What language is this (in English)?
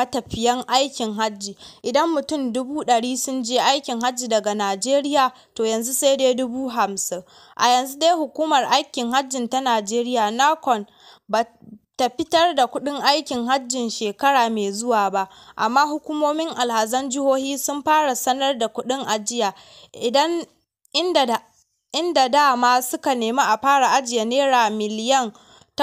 Hausa